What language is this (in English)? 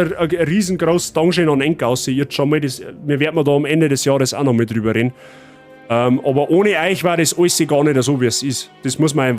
Bavarian